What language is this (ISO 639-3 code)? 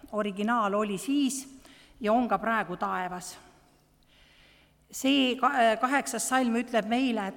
est